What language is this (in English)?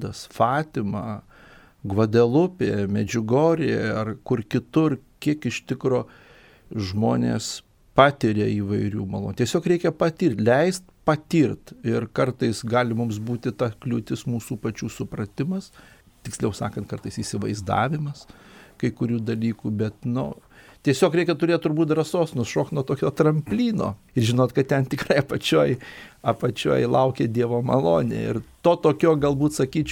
Lithuanian